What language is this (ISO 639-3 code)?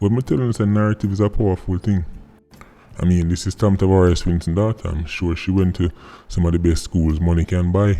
jam